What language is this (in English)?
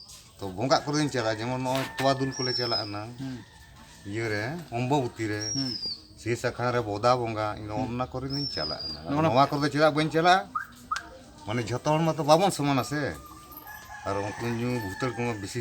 Santali